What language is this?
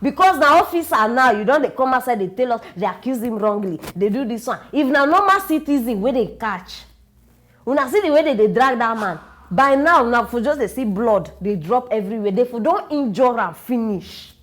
Nigerian Pidgin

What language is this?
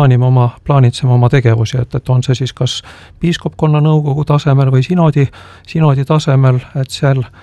Estonian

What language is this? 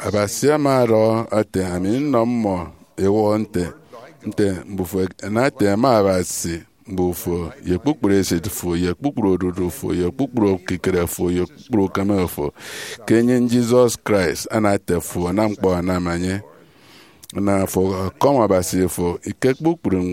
Efik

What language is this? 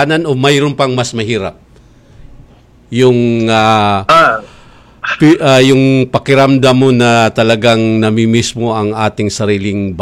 Filipino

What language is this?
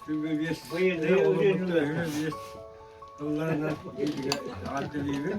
Yakut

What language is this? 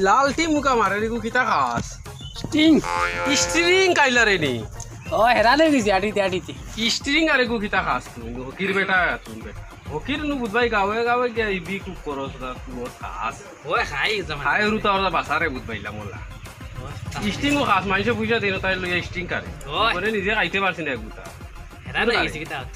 Sylheti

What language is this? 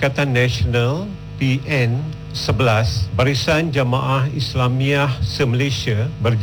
Malay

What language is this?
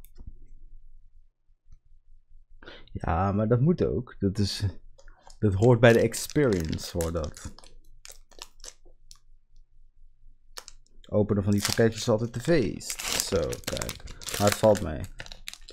Dutch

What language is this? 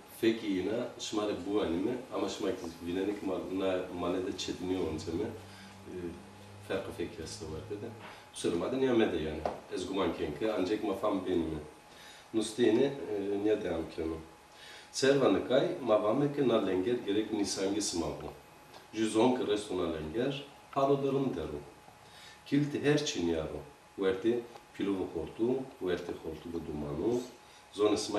Zaza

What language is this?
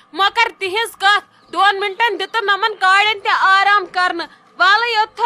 Kashmiri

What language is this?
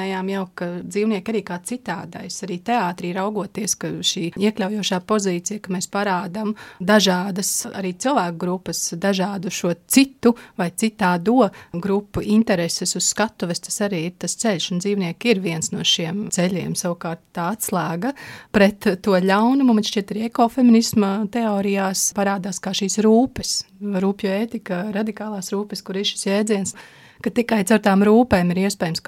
Latvian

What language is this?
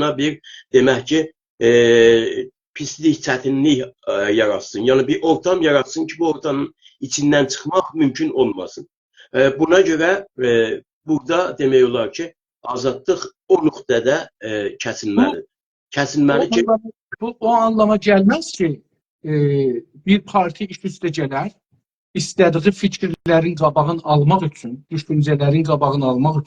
South Azerbaijani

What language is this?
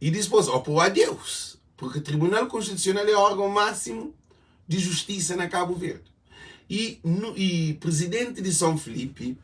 Kabuverdianu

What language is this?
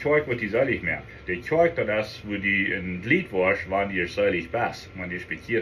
Plautdietsch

